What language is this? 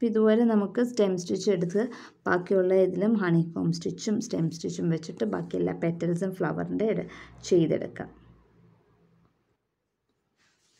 Malayalam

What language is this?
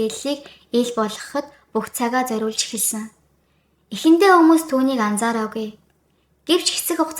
Mongolian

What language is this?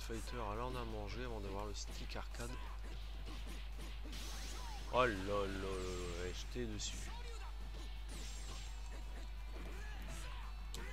French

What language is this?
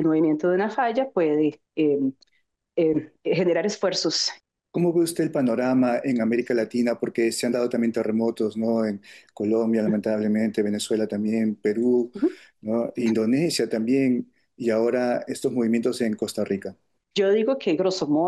Spanish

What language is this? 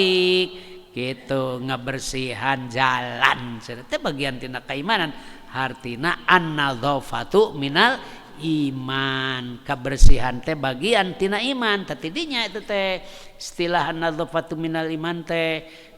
Sundanese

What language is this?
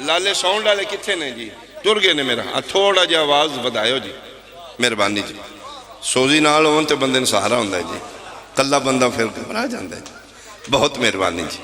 Pahari-Potwari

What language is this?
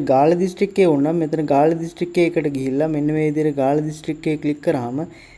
Sinhala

